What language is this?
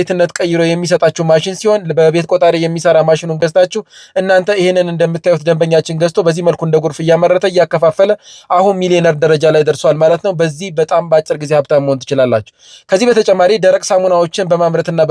Amharic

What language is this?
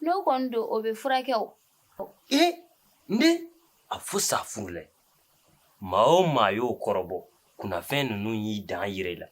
Bambara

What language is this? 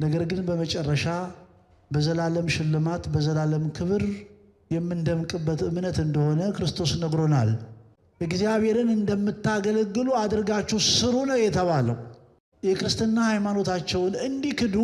Amharic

